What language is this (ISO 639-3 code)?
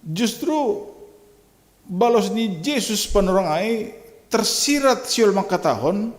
bts